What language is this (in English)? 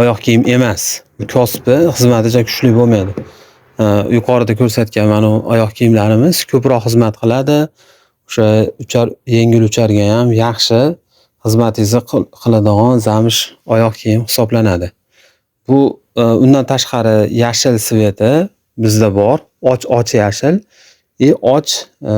Uzbek